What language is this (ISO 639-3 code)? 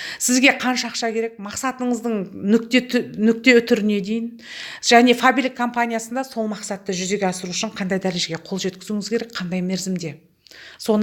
kaz